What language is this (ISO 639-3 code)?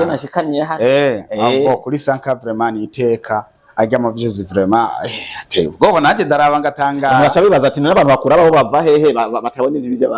run